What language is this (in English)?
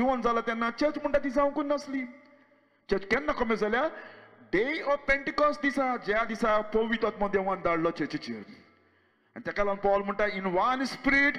Konkani